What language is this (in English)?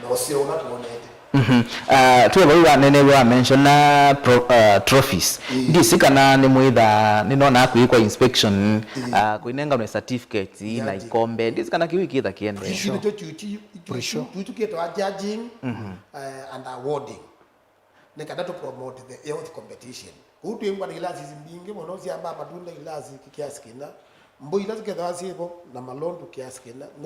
Kamba